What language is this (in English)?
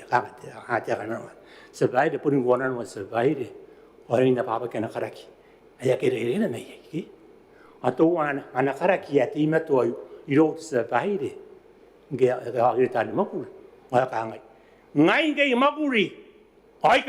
Gilbertese